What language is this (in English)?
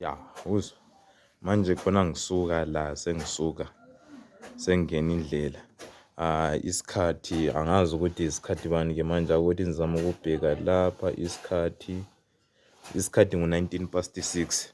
North Ndebele